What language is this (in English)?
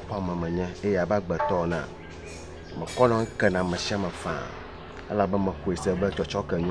Ewe